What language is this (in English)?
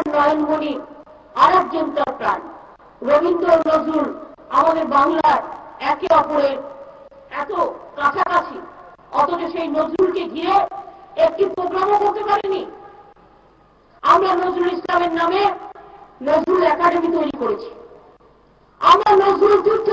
Bangla